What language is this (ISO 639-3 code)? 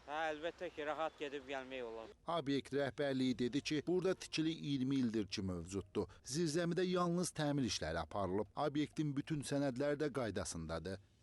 aze